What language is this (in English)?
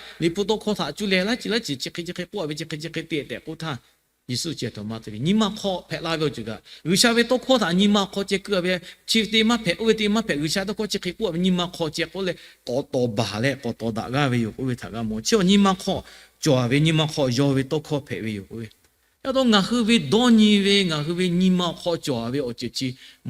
Lahu